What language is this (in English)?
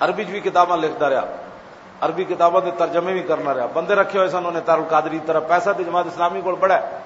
Western Panjabi